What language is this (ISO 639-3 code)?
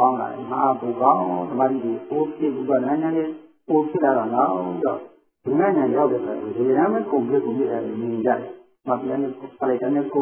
mya